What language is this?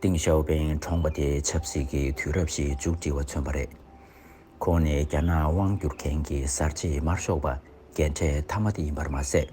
Tibetan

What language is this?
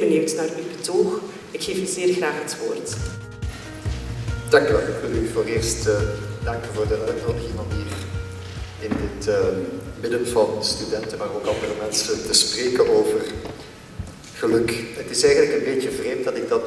Dutch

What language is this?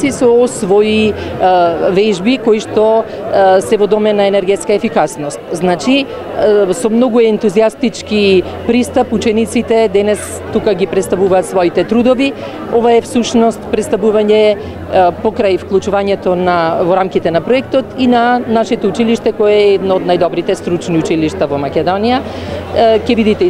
Macedonian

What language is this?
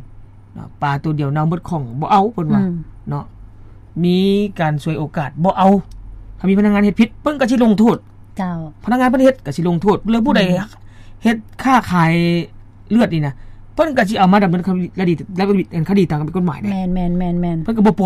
Lao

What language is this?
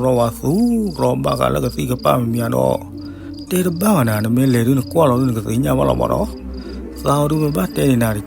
S'gaw Karen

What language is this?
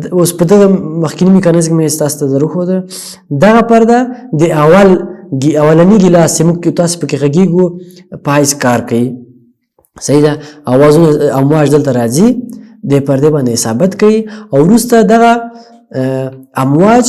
Pashto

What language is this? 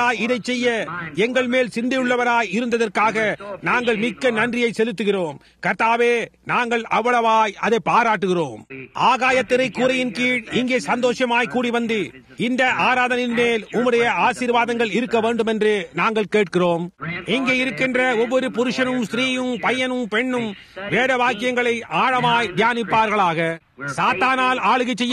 Tamil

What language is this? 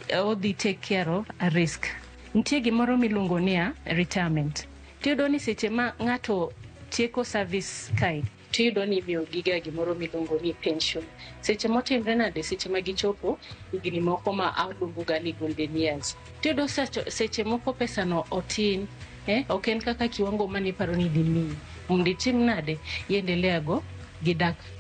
Luo (Kenya and Tanzania)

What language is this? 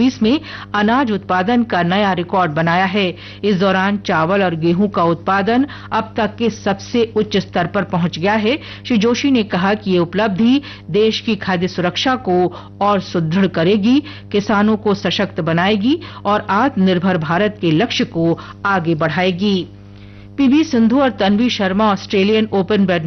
Hindi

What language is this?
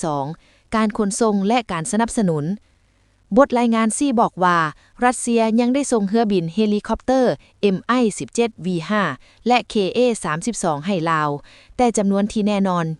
Lao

